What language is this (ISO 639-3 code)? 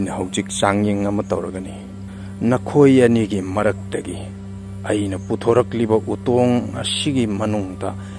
mni